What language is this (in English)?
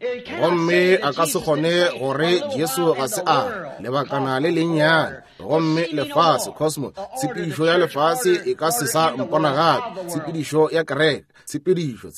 Northern Sotho